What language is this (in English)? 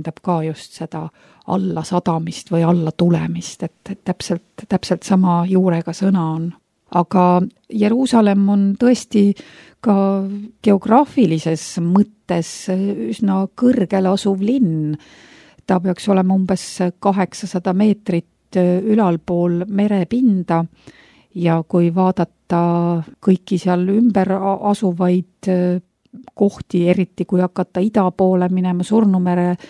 Estonian